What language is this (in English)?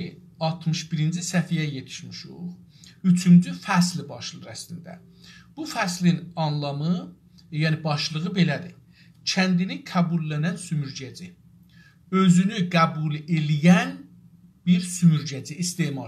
South Azerbaijani